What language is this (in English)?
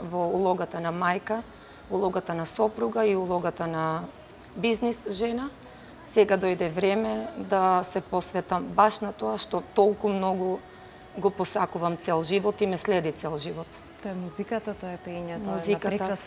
Macedonian